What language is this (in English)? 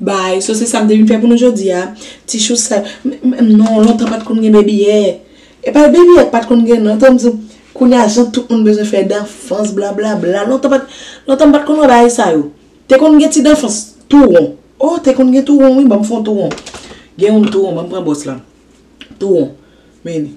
Haitian Creole